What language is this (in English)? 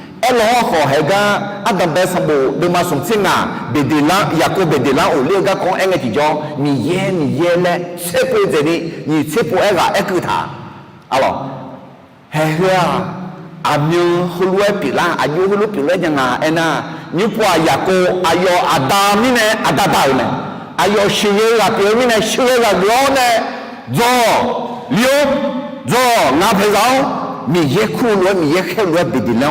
Akha